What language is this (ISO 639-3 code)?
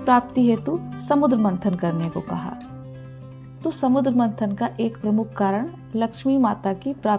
hin